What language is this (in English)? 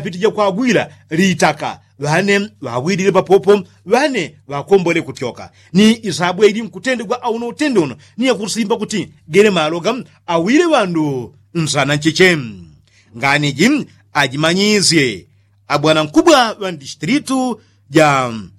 Yao